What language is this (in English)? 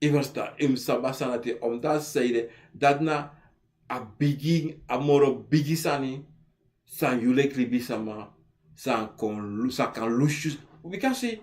Sranan Tongo